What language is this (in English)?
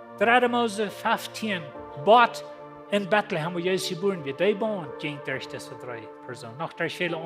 Plautdietsch